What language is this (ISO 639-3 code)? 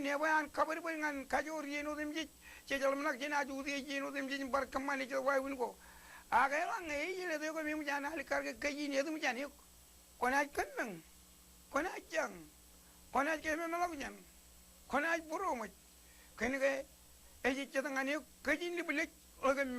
mah